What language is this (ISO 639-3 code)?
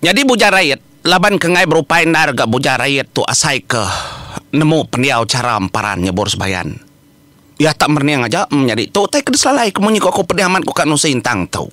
iba